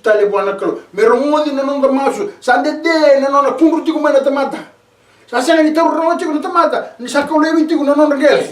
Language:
Fijian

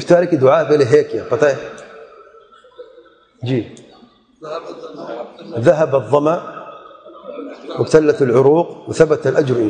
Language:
Urdu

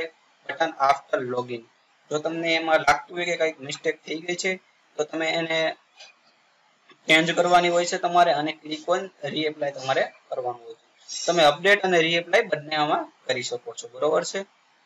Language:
Gujarati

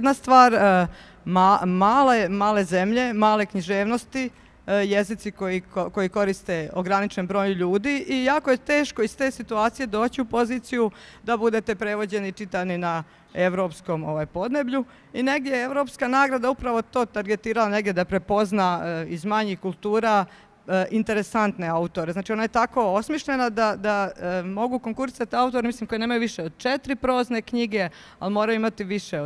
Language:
Croatian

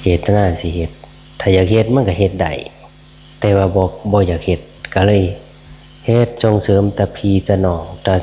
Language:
Northeastern Thai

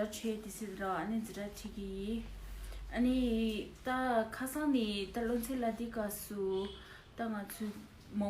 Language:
Tibetan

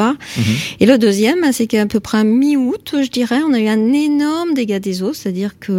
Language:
French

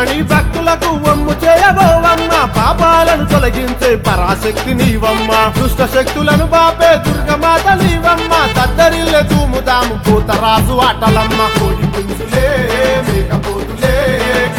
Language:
Telugu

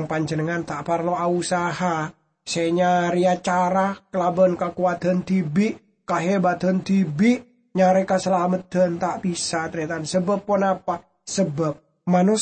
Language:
Madurese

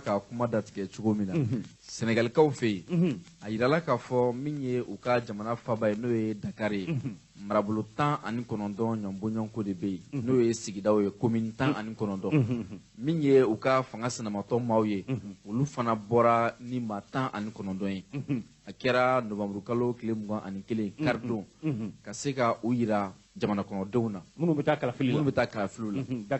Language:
Bambara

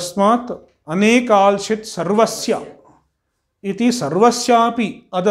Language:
Sanskrit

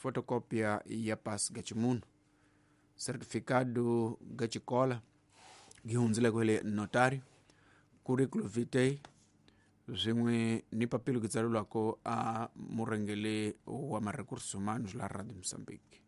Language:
Tsonga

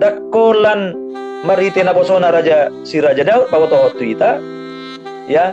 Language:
Batak Toba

